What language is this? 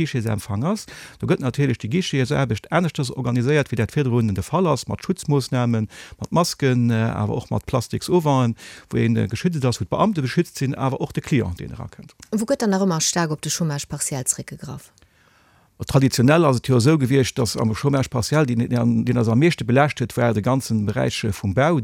Luxembourgish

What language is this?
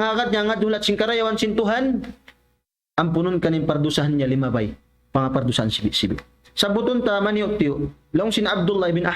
Tausug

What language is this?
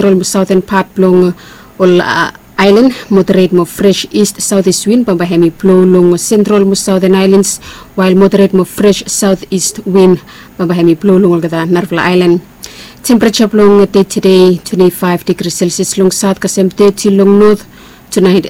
Bislama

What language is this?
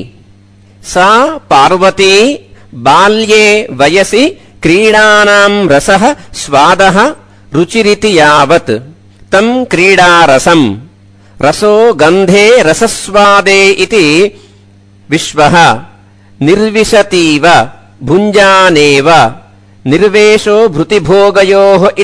Sanskrit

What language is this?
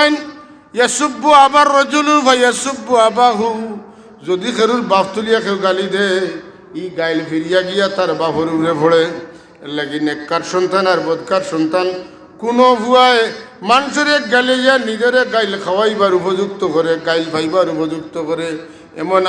Sylheti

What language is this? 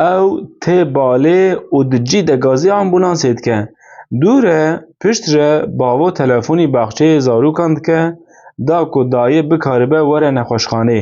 Kurdish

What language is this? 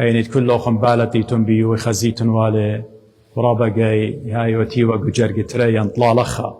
Assyrian Neo-Aramaic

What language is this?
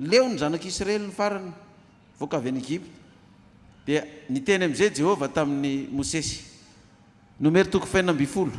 Malagasy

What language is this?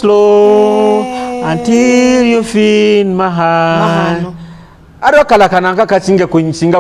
Nyoro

